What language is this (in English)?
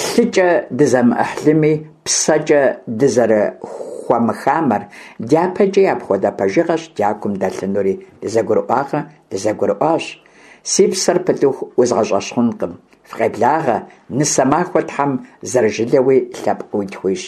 Kabardian